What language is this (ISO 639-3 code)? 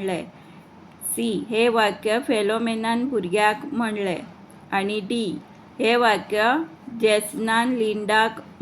kok